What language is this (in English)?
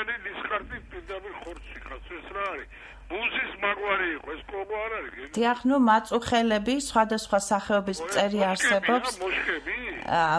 Georgian